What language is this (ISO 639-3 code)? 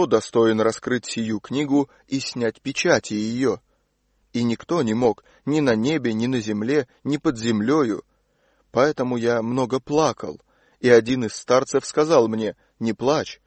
rus